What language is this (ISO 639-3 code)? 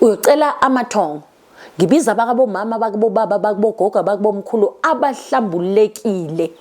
zul